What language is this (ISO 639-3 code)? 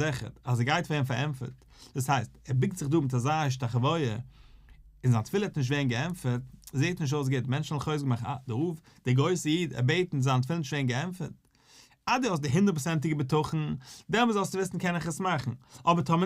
yid